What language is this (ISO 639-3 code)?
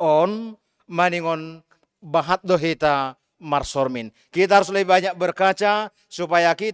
bts